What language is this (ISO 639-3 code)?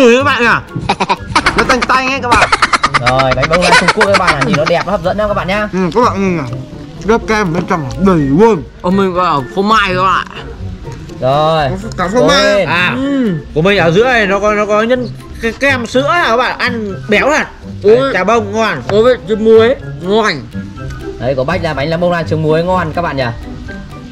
vie